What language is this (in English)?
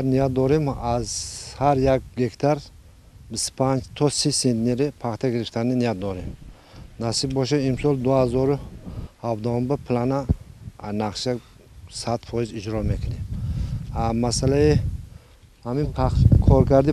Tajik